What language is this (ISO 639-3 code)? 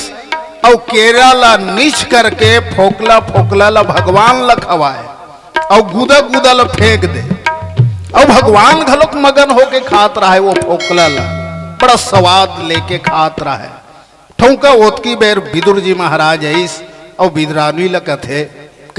hne